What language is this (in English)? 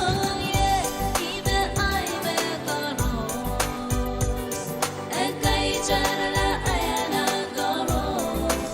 Pohnpeian